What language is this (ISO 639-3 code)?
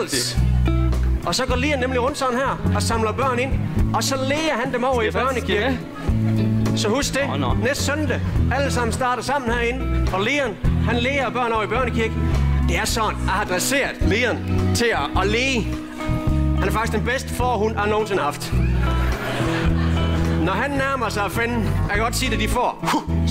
dan